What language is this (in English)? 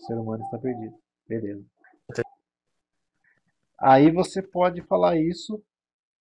Portuguese